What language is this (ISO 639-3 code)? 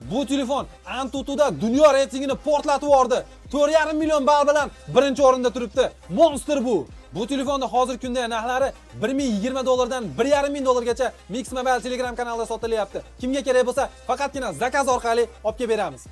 uzb